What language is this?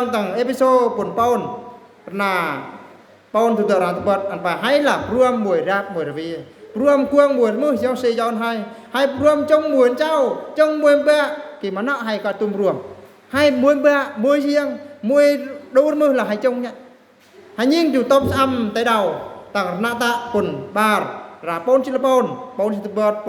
Eastern Bru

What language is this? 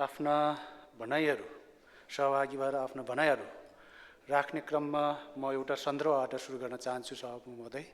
Nepali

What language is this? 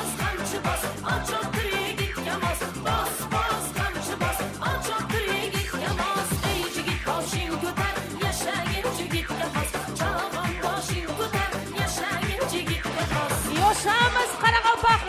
Kara-Kalpak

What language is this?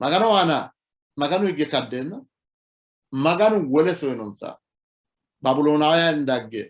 Sidamo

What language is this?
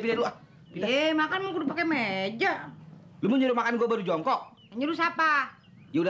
Betawi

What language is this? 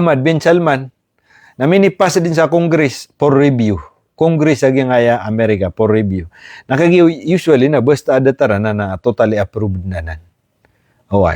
Maranao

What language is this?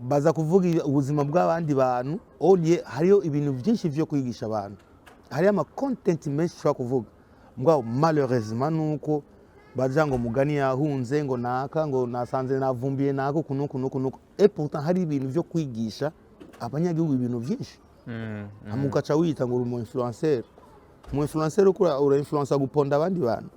Rundi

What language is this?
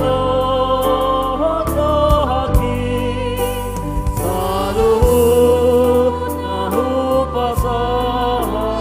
Batak Toba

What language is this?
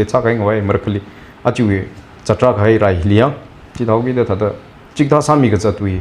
Tangkhul Naga (India)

